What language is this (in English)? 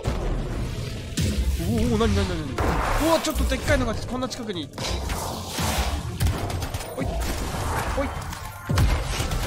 Japanese